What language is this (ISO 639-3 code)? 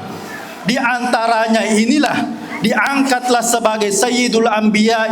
bug